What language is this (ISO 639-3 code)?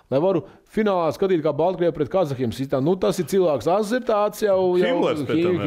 lav